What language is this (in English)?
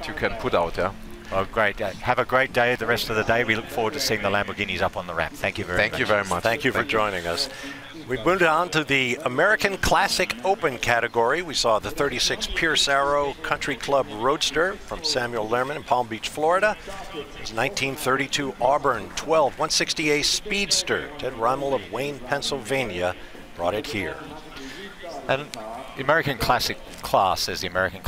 English